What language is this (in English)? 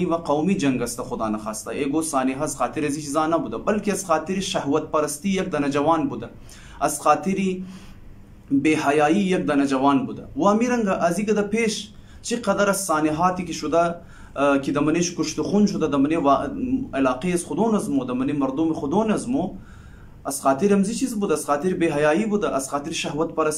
Hazaragi